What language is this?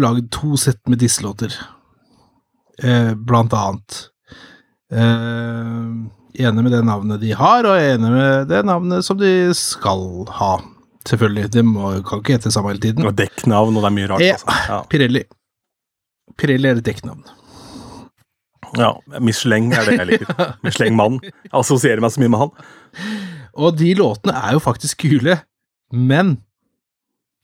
Norwegian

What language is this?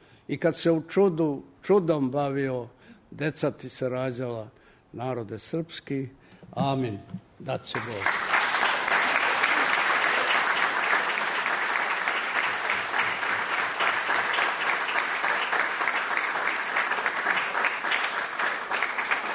Serbian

